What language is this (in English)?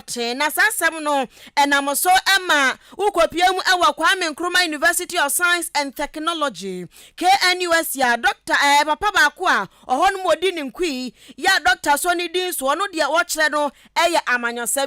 Akan